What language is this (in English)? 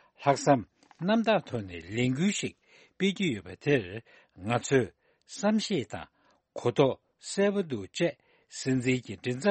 Tibetan